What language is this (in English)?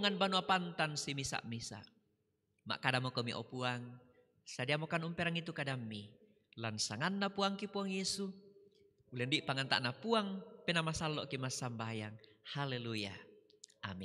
Toraja-Sa'dan